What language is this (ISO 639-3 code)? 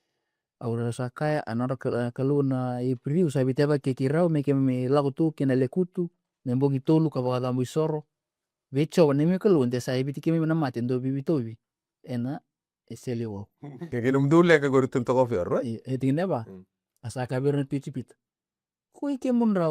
fij